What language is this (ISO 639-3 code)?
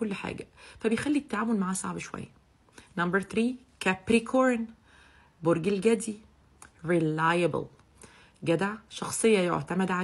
arz